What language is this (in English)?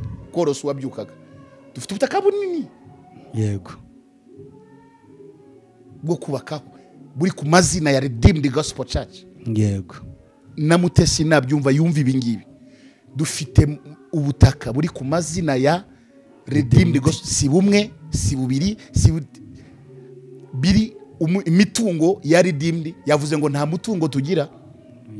Kinyarwanda